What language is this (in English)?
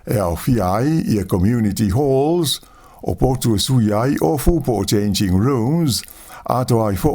Samoan